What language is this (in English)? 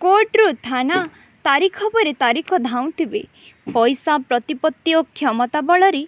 Odia